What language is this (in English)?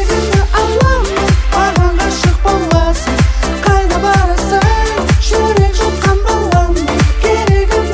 Kazakh